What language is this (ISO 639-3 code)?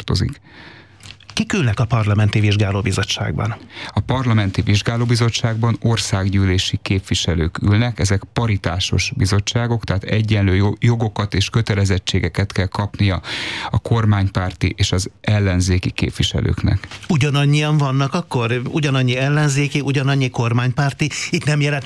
hun